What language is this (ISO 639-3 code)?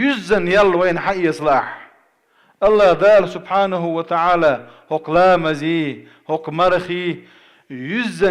che